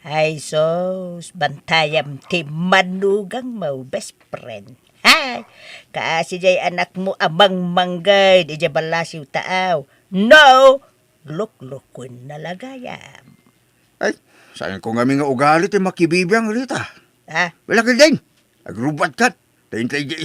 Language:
Iloko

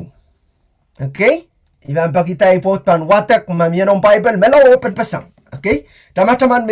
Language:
Pohnpeian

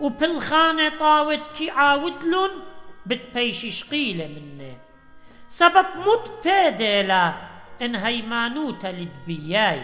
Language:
Assyrian Neo-Aramaic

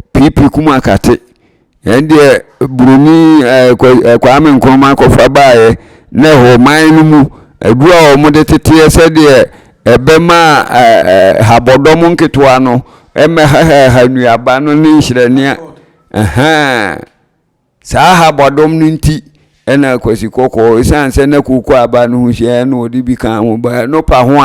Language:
Akan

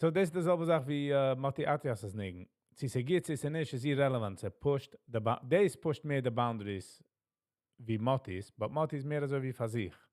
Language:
Yiddish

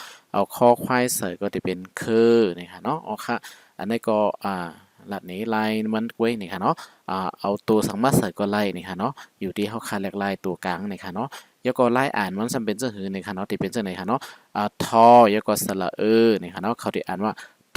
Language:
Shan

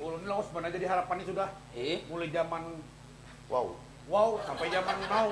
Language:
Banjar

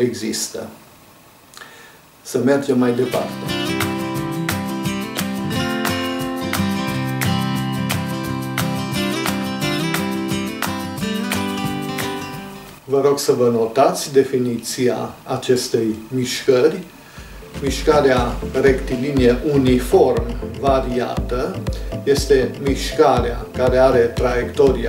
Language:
Romanian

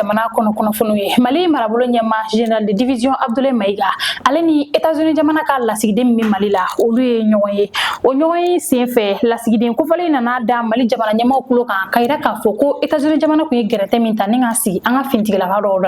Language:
Bambara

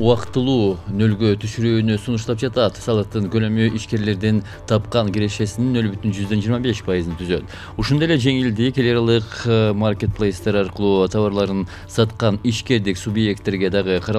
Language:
Kyrgyz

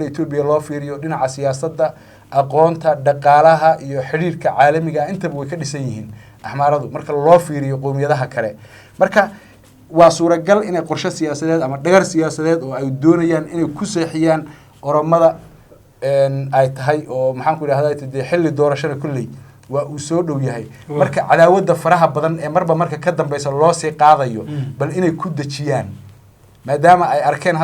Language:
Somali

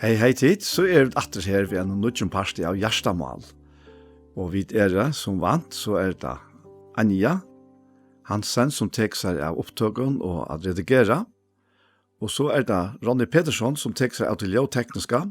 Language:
Faroese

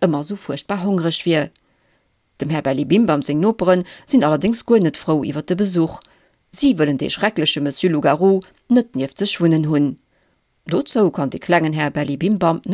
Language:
Luxembourgish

